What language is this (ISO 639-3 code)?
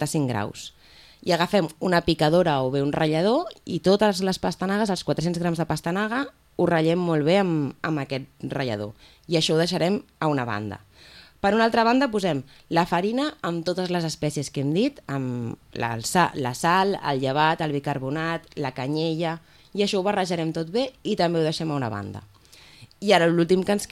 cat